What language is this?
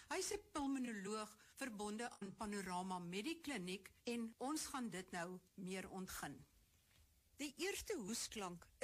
Afrikaans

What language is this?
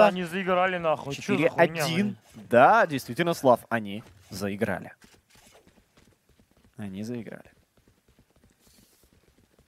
Russian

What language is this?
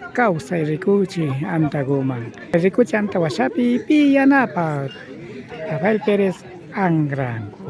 Imbabura Highland Quichua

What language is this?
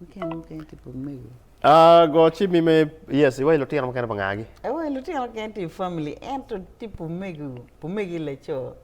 Acoli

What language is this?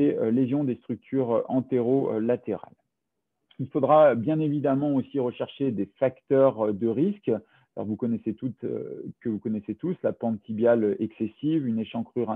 French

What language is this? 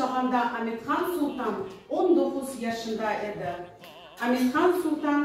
Crimean Tatar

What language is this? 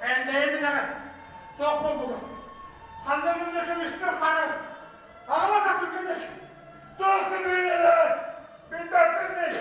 Yakut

